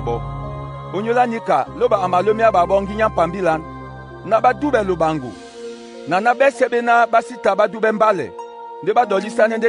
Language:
Duala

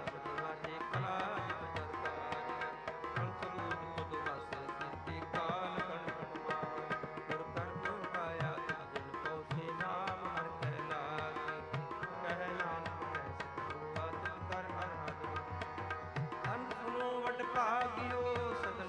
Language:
Punjabi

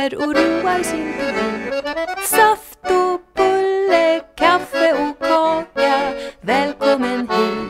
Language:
Swedish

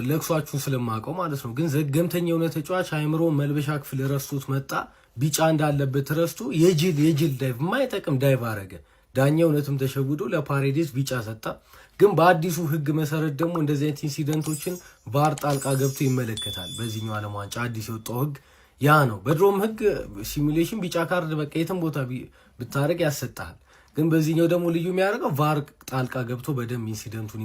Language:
Amharic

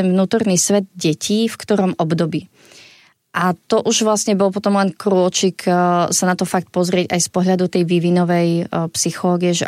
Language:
Slovak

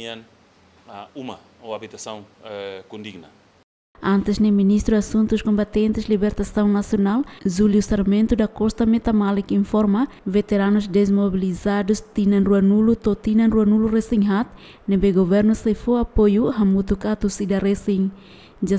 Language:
Tetum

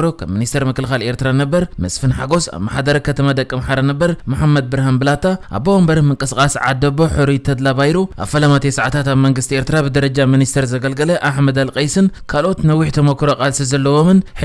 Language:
Tigrinya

